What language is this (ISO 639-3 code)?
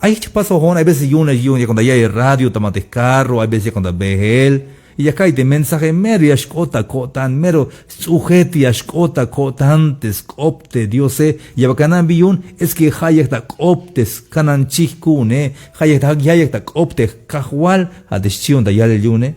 tzh